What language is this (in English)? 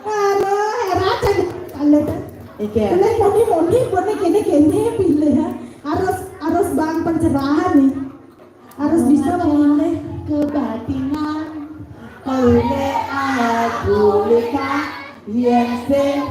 Balinese